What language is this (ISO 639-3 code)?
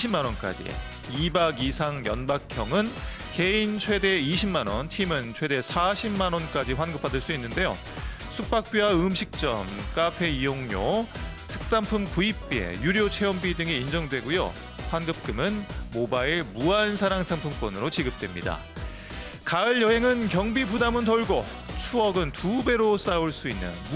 kor